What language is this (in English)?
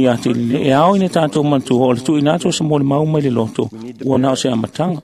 Samoan